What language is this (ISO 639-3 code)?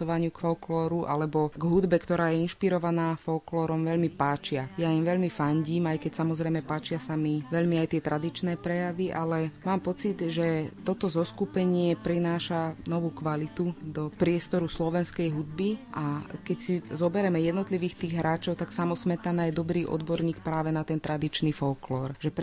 slk